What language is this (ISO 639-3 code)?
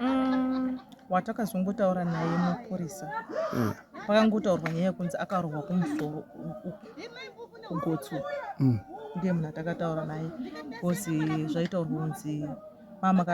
sna